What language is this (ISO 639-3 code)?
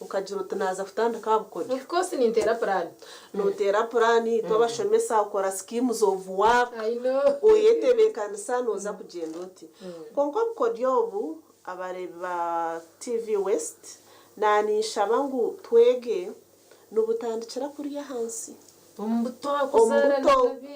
nyn